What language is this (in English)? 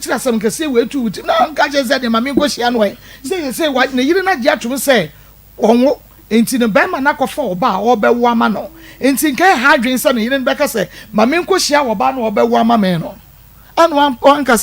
Akan